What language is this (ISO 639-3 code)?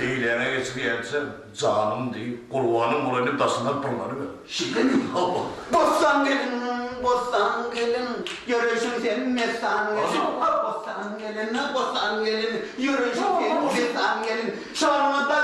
tuk